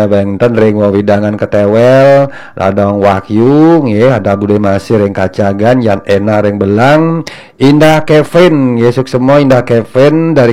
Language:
Balinese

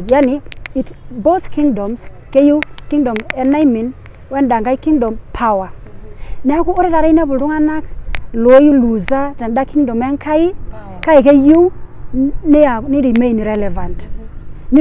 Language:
Masai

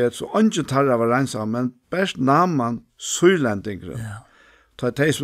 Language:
Faroese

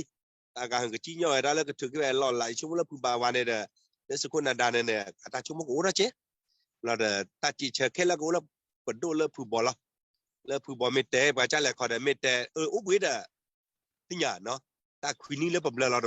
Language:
S'gaw Karen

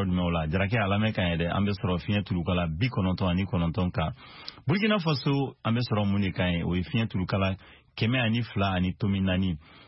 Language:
Bambara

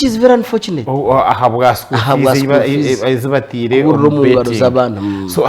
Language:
Nyankole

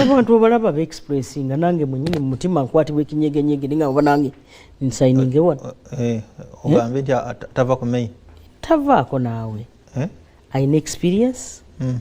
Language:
Ganda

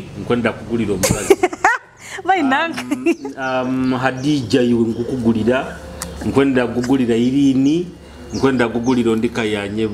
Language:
Nyoro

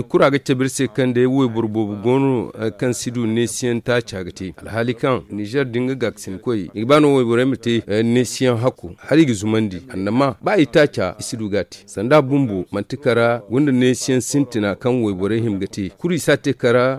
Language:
Zarma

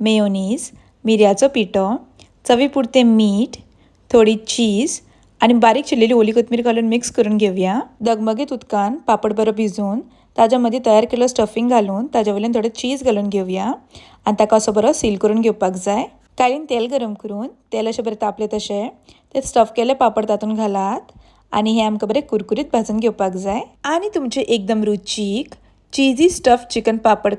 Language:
Konkani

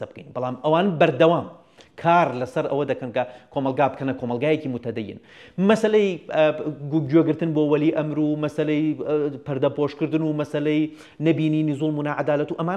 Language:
Central Kurdish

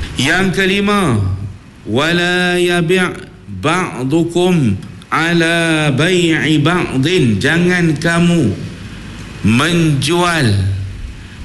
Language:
Malay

